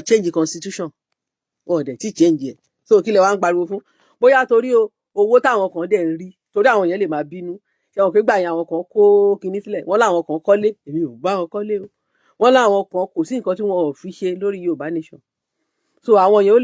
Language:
Yoruba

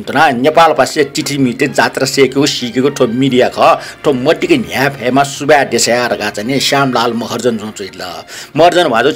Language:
Newari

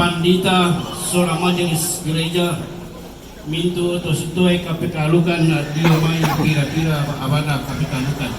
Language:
Toraja-Sa'dan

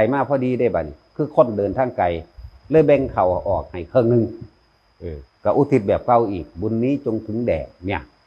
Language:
Northeastern Thai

